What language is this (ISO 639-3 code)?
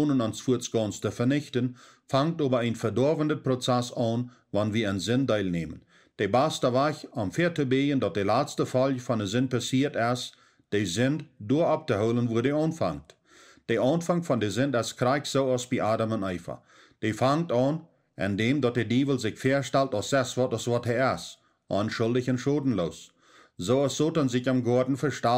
pdt